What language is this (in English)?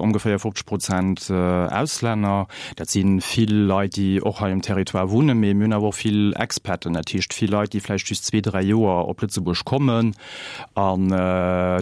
Luxembourgish